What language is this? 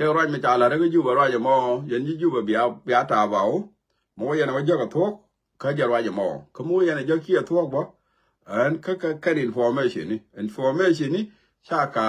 Nuer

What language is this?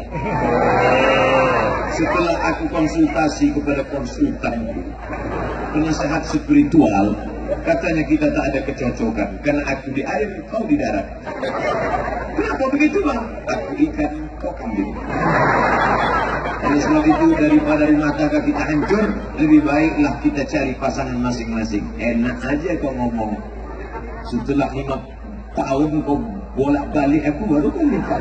Indonesian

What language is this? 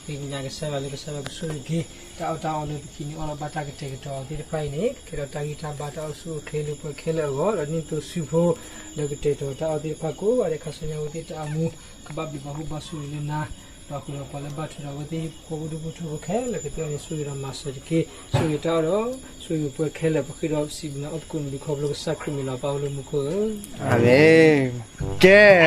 S'gaw Karen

